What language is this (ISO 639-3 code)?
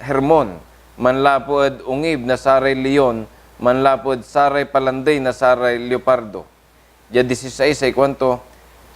pag